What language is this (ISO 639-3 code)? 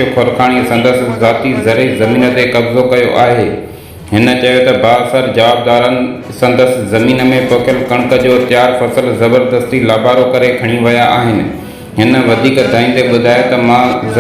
snd